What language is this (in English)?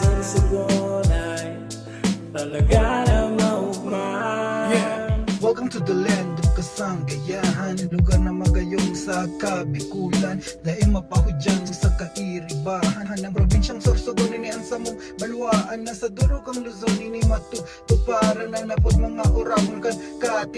Bikol